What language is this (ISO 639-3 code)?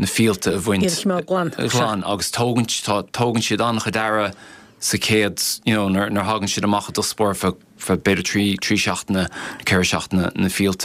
gle